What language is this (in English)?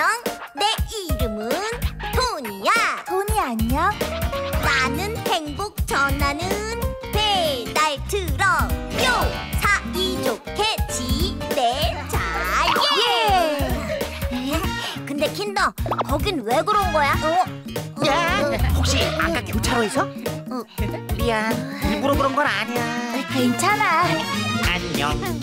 Korean